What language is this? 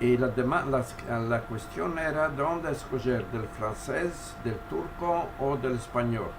Ladino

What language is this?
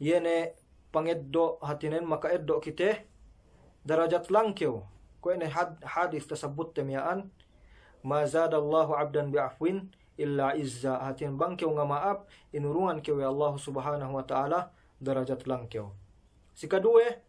Yakan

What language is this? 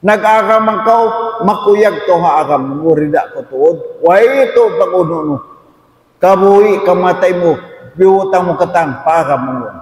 Tausug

